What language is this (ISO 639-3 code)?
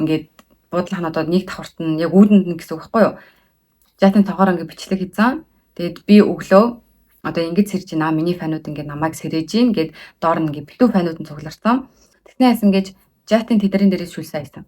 mon